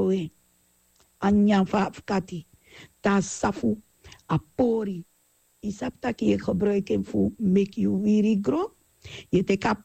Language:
Sranan Tongo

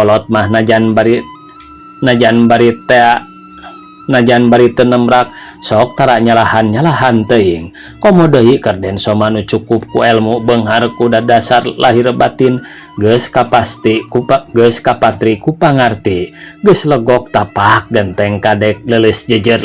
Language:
Sundanese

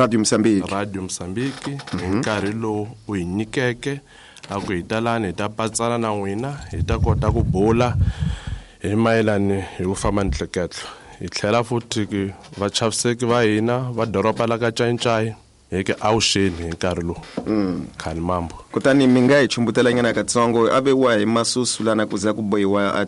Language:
Tsonga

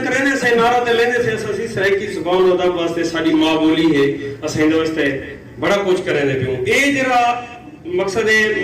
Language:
Saraiki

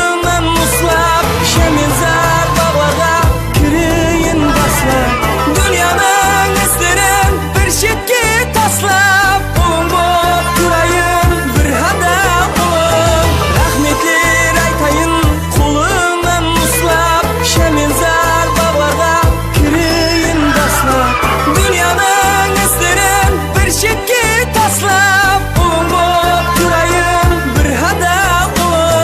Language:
Kara-Kalpak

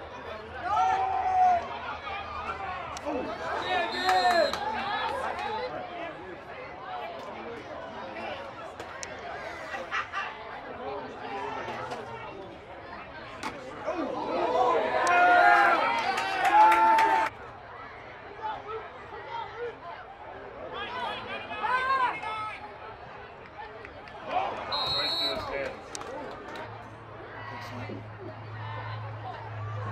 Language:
English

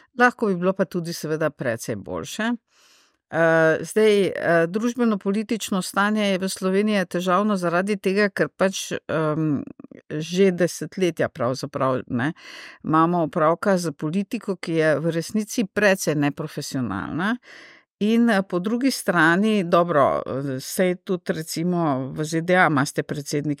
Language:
Slovenian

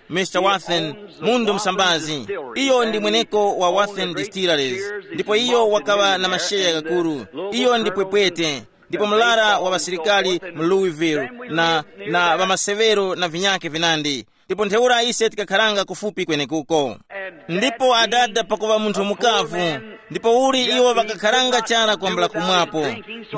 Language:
Tumbuka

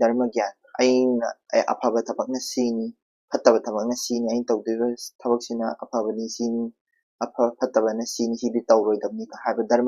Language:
Manipuri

